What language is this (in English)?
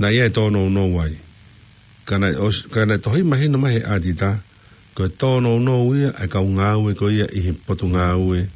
Tongan